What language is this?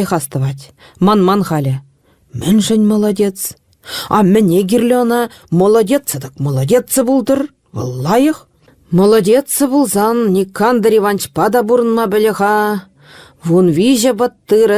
Chuvash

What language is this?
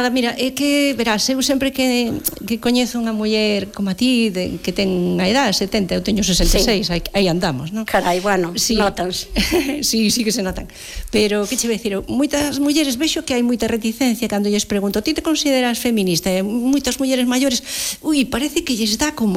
Galician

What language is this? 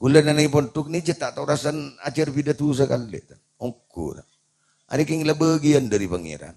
Madurese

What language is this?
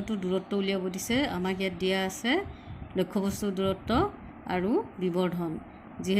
Assamese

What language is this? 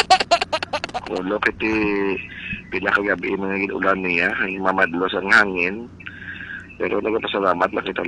Hiligaynon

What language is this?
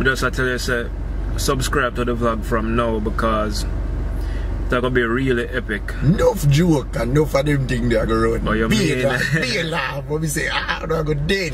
Jamaican Creole English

